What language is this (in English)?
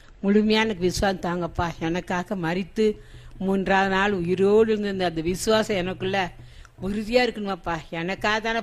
Tamil